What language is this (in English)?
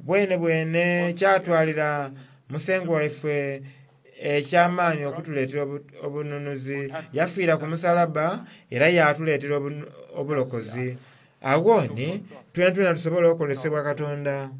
Soga